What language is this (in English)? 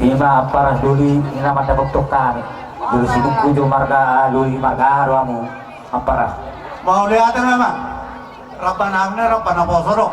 Batak Toba